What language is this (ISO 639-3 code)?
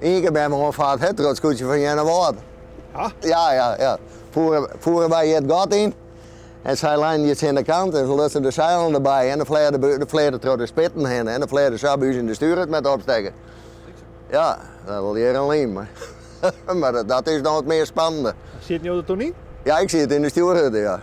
fry